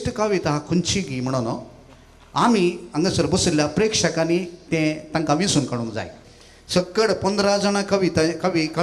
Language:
Konkani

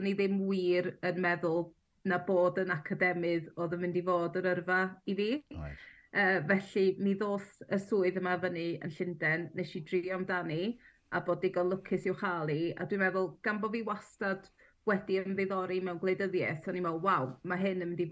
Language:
Welsh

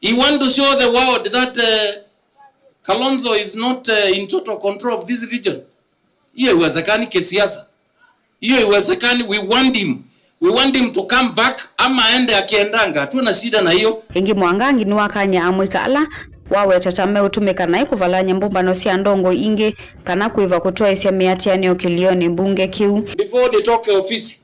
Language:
Kamba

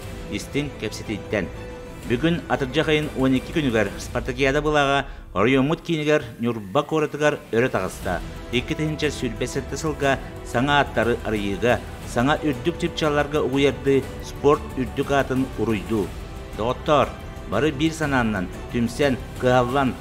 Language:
Yakut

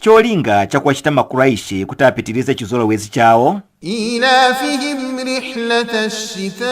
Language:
Nyanja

